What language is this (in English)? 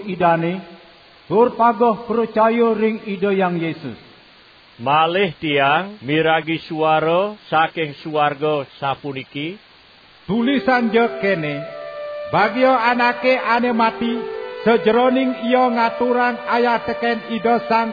Balinese